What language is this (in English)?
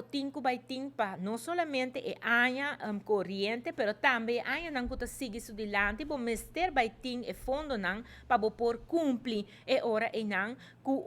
Papiamento